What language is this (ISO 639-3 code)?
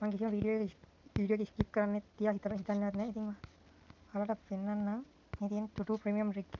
sin